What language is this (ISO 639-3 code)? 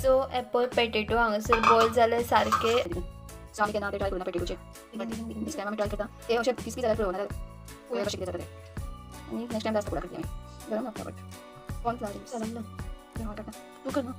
kok